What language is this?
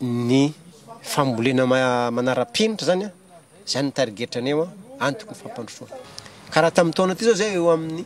Malagasy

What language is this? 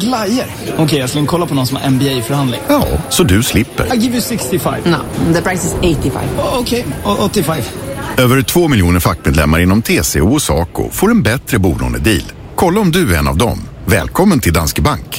Swedish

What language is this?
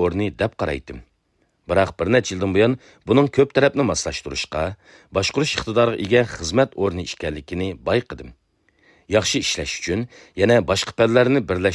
Uyghur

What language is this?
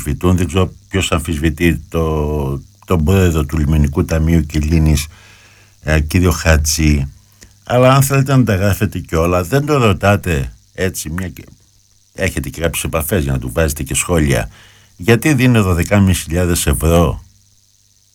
Greek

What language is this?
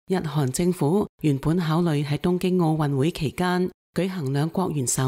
Cantonese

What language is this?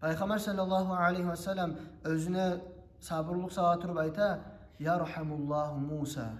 Kumyk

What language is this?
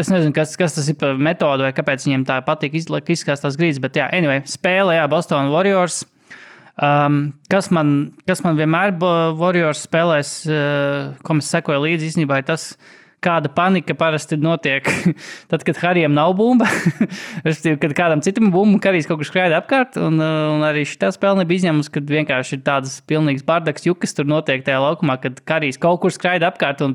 Latvian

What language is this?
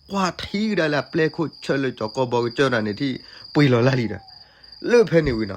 S'gaw Karen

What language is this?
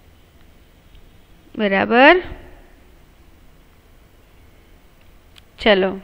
Gujarati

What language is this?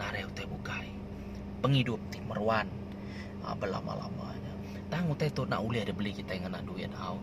Iban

